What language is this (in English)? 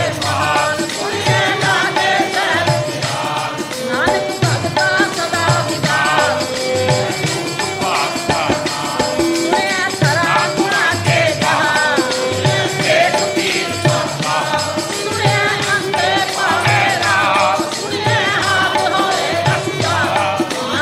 Punjabi